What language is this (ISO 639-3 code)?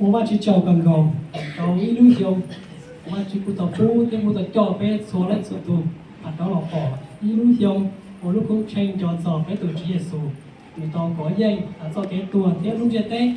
hmn